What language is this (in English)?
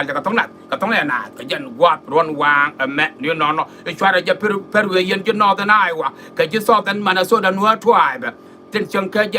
Nuer